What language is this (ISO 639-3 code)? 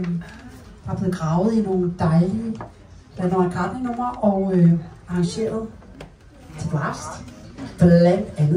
dan